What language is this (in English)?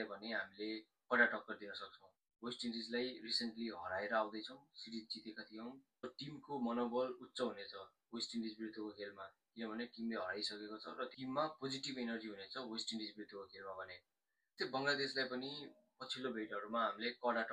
Nepali